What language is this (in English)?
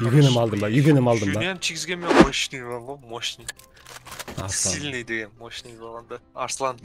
Kara-Kalpak